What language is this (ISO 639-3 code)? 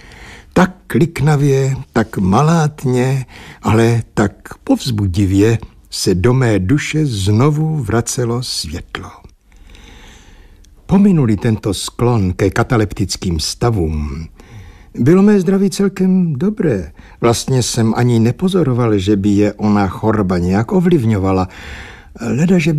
ces